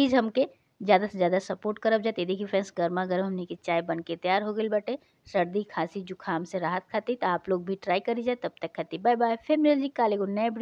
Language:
Bhojpuri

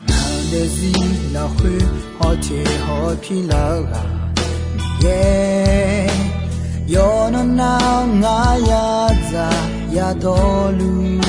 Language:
Akha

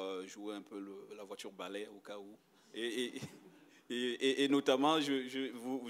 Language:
French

